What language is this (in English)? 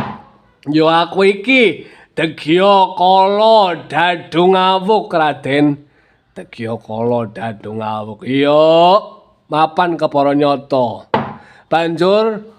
Javanese